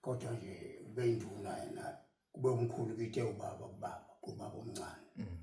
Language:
Zulu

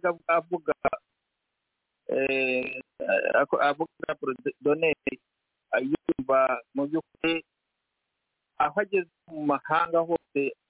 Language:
Kinyarwanda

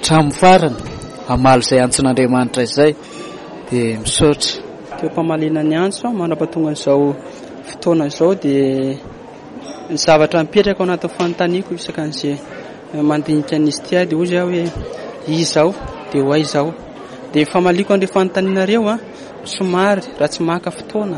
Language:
Malagasy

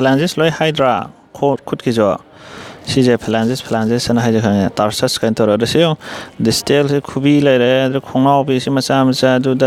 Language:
Manipuri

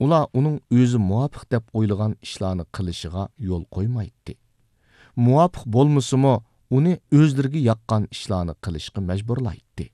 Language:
Uyghur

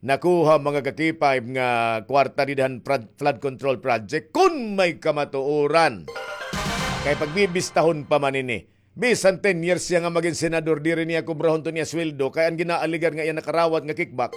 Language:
Waray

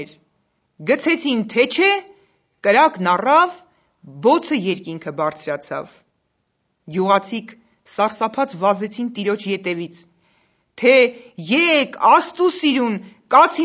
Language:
Armenian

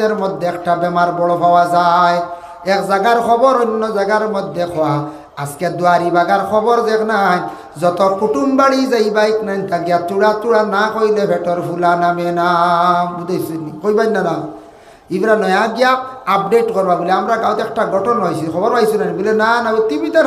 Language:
Sylheti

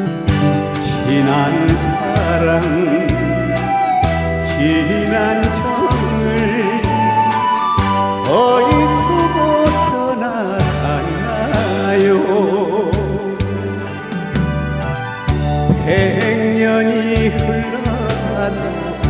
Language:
Korean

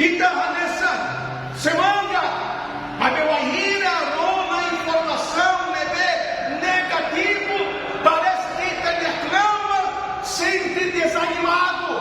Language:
Tetum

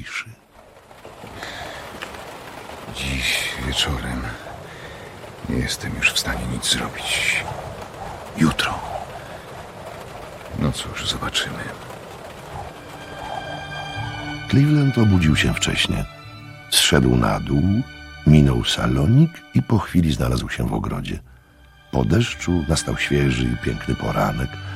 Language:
Polish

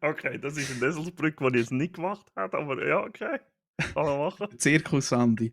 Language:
Swiss German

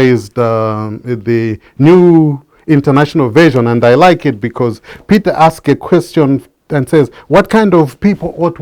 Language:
English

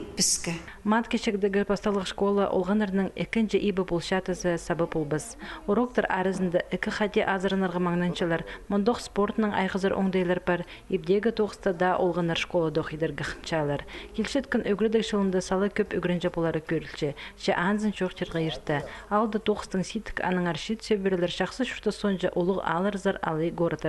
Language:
Khakas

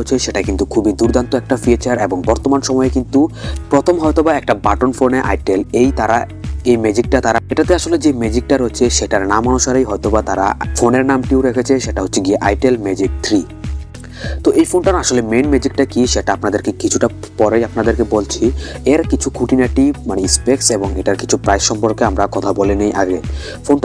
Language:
Bangla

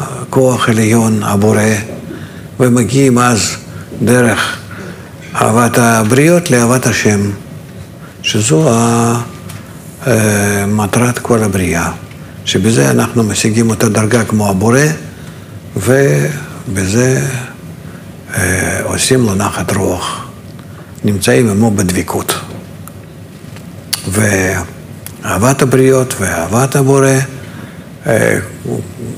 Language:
Hebrew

